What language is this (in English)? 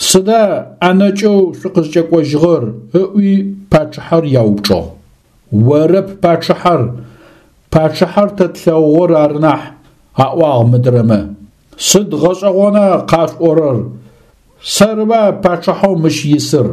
Adyghe